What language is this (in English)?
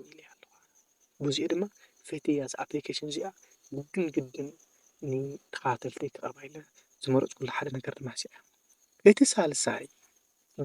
Tigrinya